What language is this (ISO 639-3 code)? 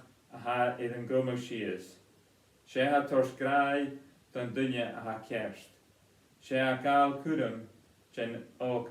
gla